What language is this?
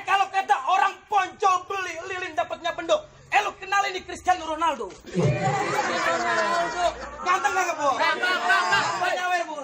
Betawi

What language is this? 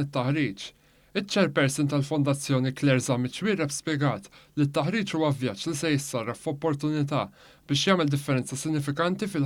Maltese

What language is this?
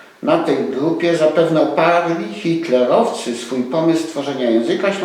Silesian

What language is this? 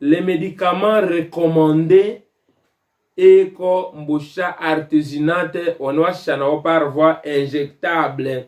Tetela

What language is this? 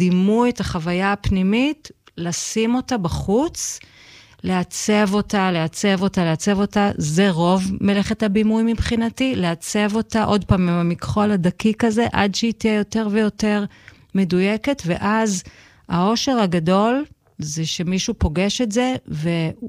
Hebrew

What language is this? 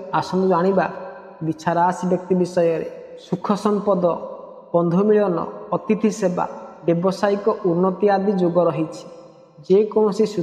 Odia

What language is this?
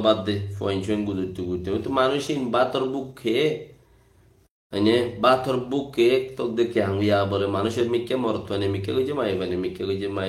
Rohingya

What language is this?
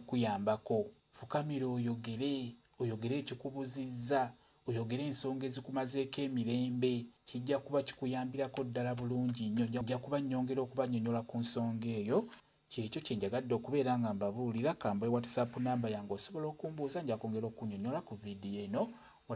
Ganda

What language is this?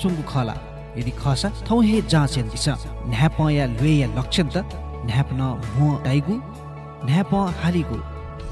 Newari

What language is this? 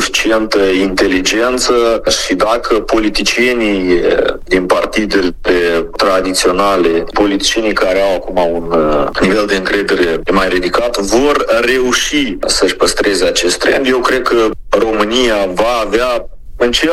Romanian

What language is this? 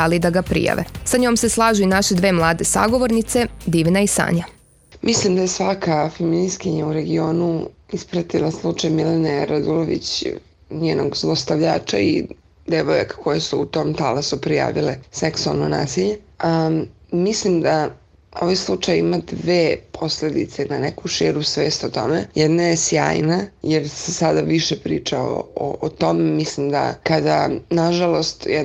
Serbian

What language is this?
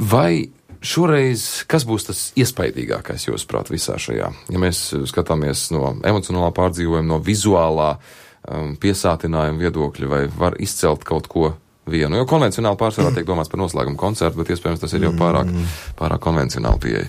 Latvian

